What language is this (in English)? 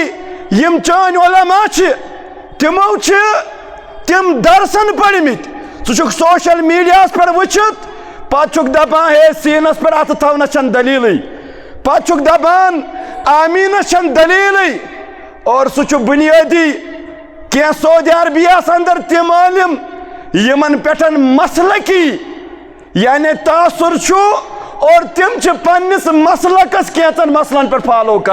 Kashmiri